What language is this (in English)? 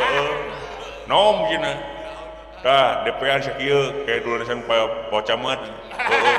Sundanese